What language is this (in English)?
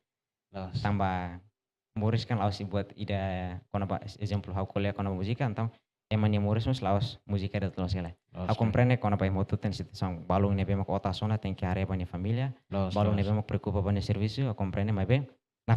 Tetum